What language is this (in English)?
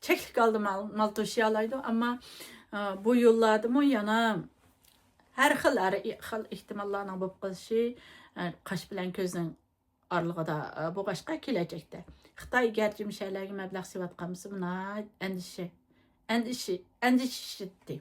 Uyghur